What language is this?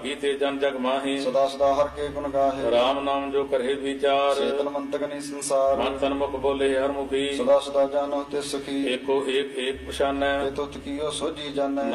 Punjabi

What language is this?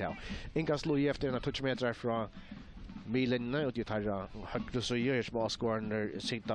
Faroese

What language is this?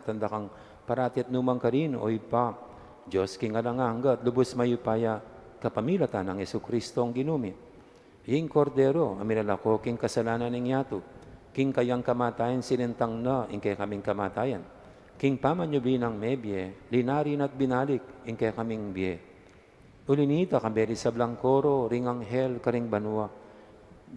Pampanga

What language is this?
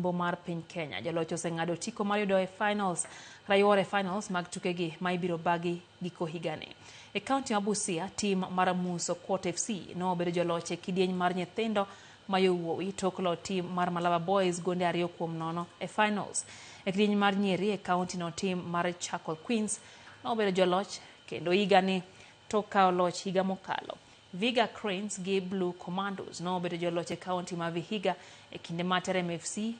Luo (Kenya and Tanzania)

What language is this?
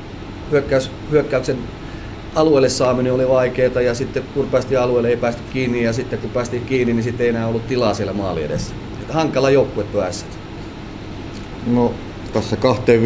Finnish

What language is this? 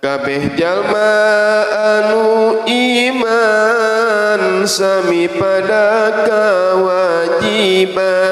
Sundanese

